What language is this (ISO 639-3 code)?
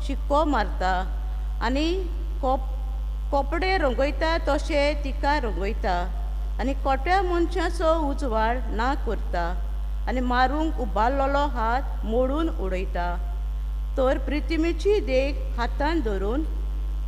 kok